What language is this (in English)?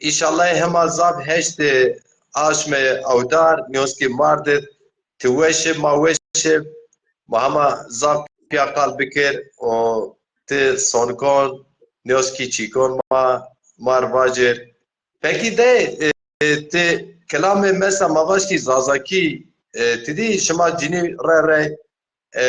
Zaza